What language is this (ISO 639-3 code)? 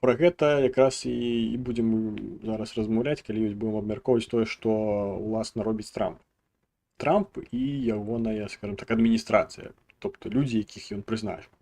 bel